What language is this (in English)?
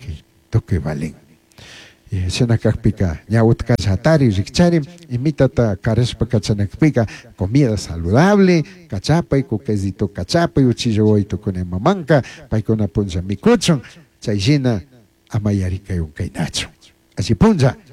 Chimborazo Highland Quichua